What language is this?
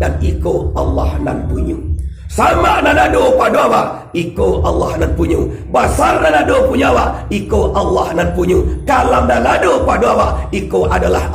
Minangkabau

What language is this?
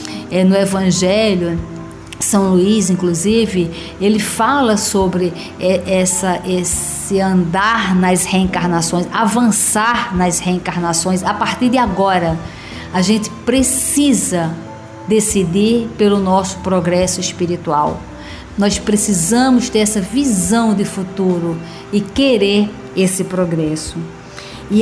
Portuguese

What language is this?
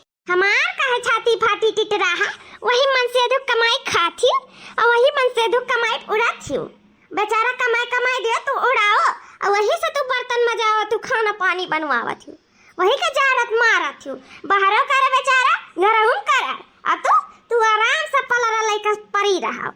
Awadhi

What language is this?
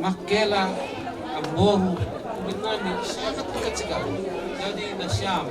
Batak Simalungun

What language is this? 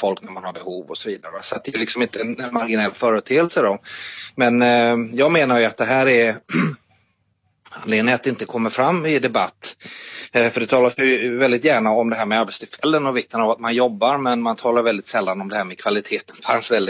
Swedish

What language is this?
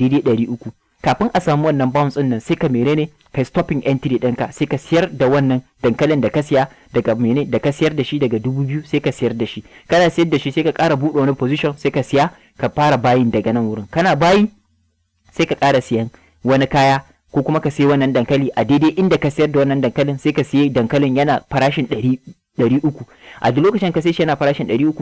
Hausa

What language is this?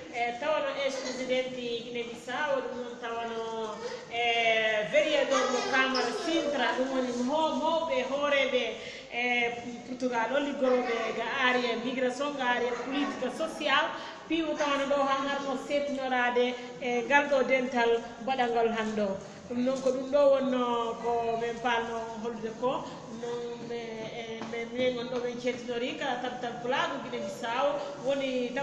Fula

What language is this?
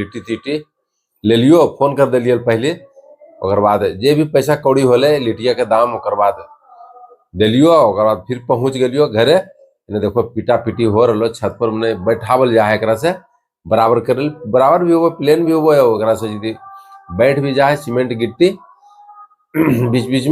Magahi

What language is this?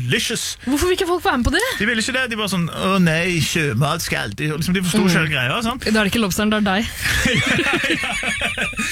Norwegian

